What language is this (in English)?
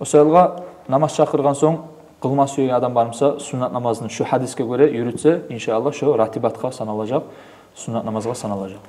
Kumyk